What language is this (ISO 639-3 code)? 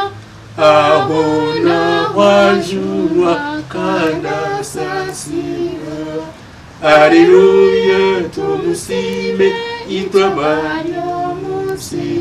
nyn